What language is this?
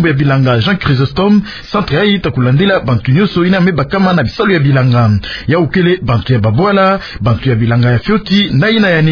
Kituba (Democratic Republic of Congo)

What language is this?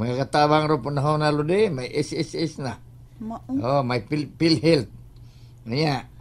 Cebuano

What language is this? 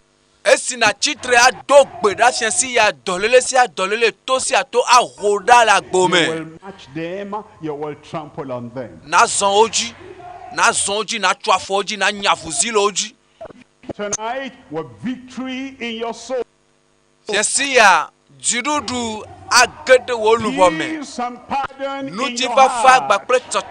Ewe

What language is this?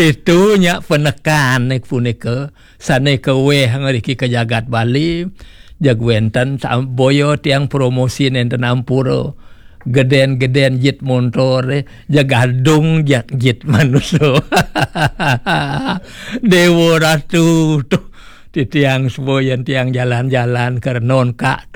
Balinese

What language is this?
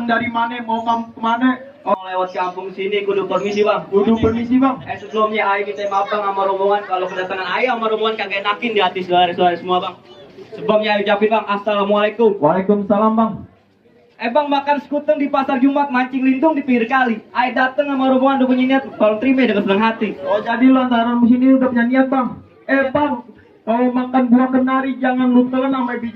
Betawi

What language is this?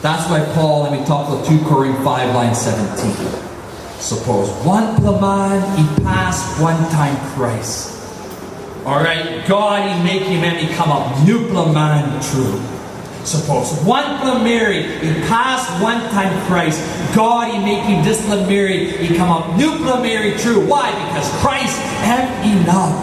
Tok Pisin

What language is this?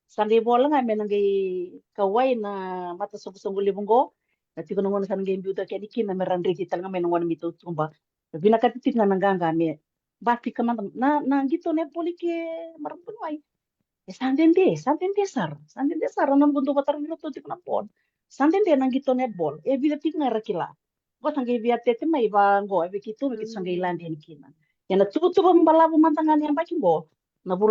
Fijian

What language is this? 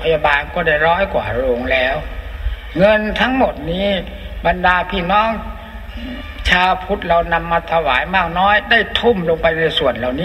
Thai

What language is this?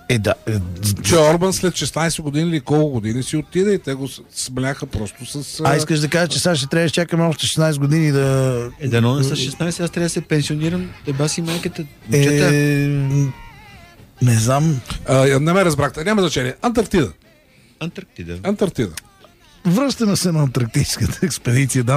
Bulgarian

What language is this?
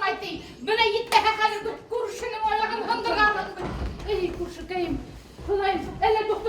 Bashkir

